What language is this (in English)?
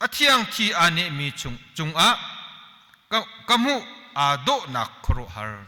Hakha Chin